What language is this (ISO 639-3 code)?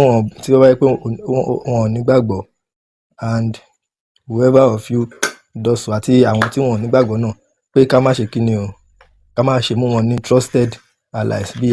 yor